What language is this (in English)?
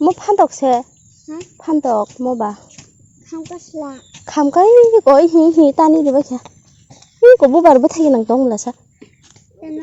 Kok Borok